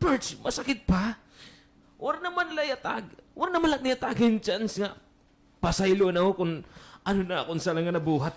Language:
Waray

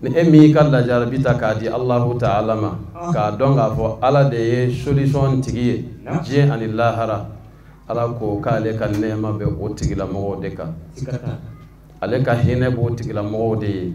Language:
Bambara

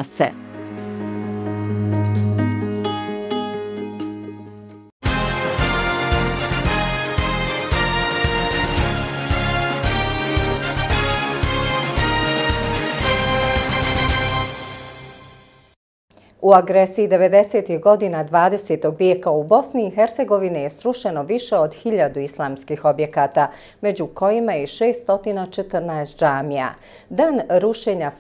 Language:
Bosnian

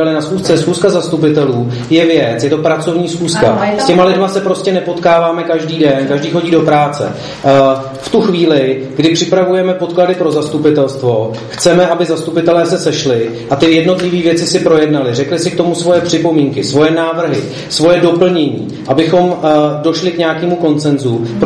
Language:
Czech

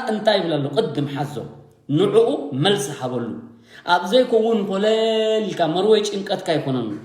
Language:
Tigrinya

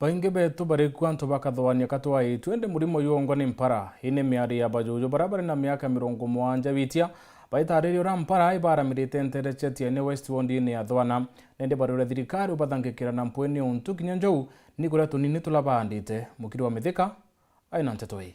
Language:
Meru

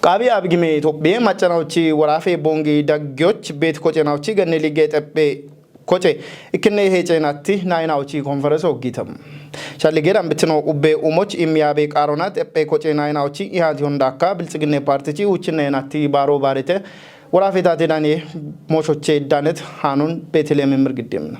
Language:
Kafa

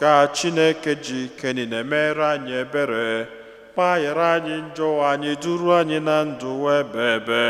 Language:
Igbo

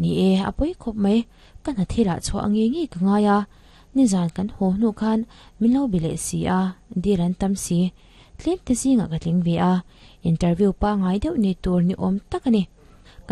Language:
Mizo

